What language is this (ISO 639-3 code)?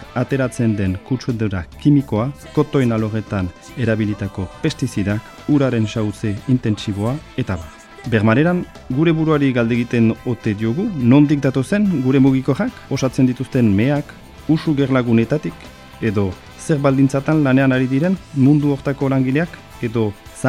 eus